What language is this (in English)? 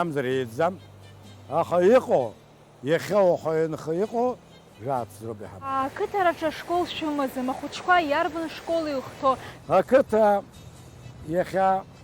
Abkhazian